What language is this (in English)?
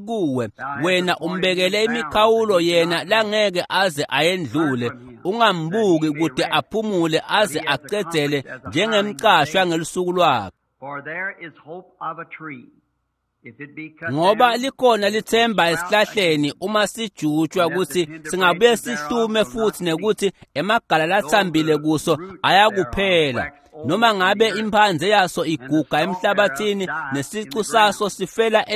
Swati